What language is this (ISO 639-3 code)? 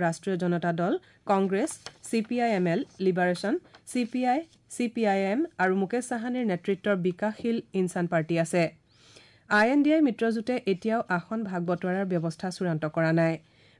asm